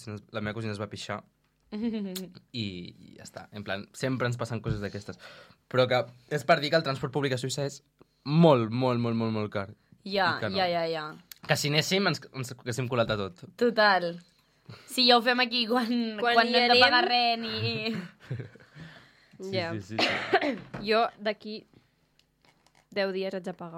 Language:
Catalan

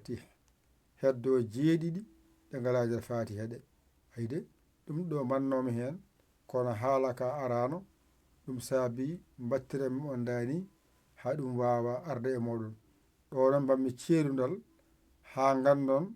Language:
Fula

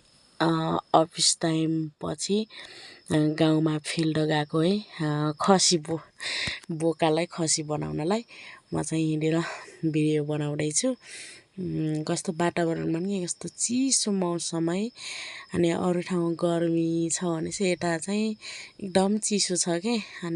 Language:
Nepali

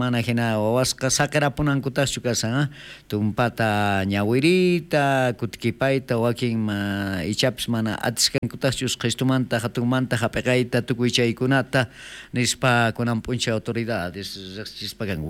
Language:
South Bolivian Quechua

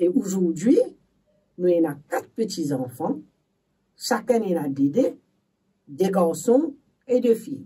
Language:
Morisyen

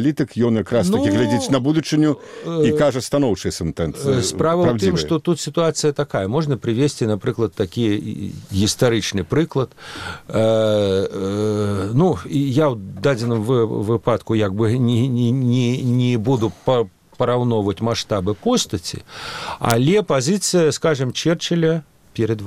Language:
Belarusian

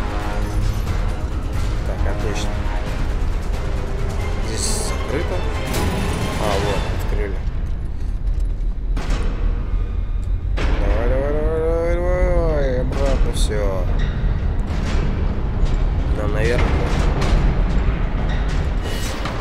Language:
Russian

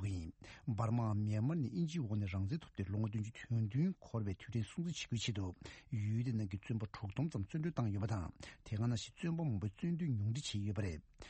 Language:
Tibetan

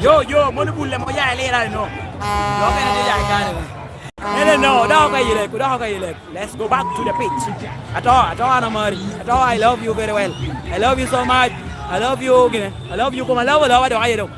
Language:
Lango (Uganda)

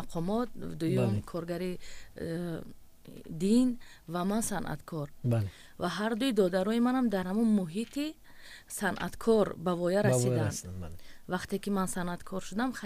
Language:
Tajik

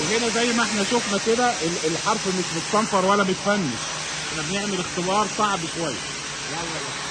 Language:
Egyptian Arabic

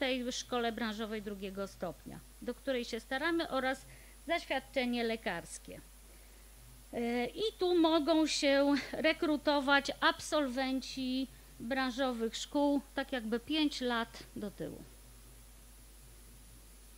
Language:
Polish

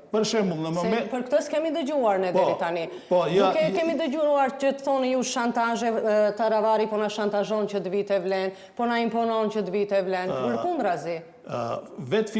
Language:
Albanian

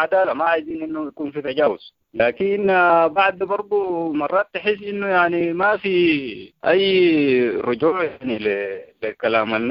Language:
Sudanese Arabic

